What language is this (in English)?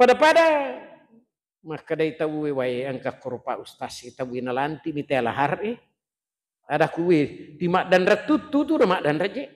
Buginese